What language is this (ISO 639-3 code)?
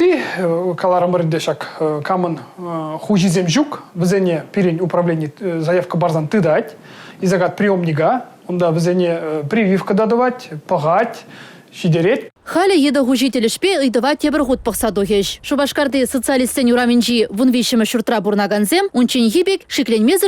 chv